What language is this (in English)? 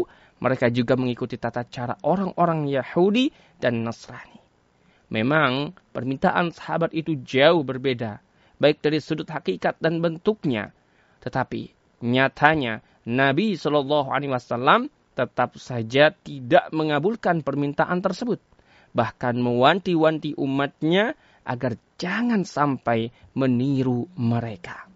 Indonesian